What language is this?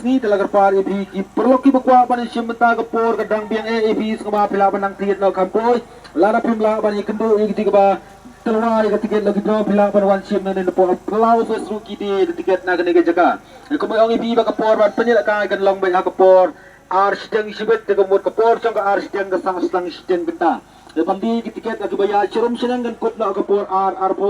Khasi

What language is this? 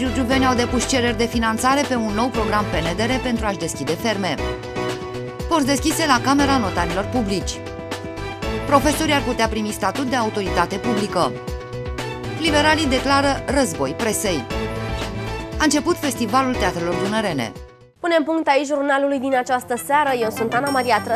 Romanian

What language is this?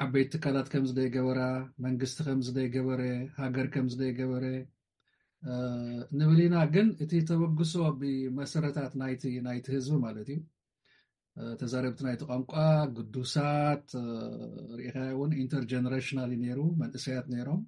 Tigrinya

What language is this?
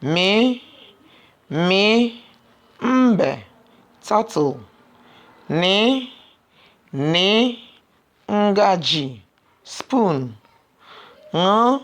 Igbo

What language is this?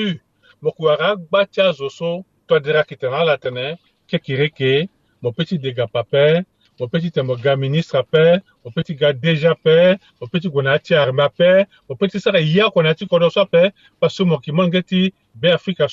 Sango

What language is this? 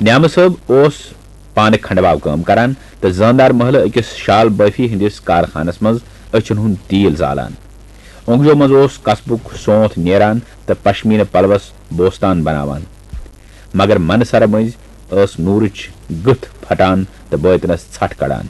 Kashmiri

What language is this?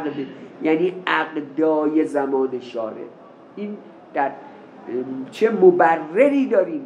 Persian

